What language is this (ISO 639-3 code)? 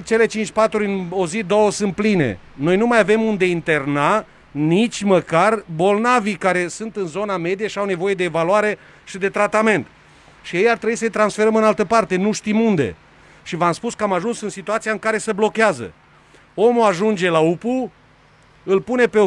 ron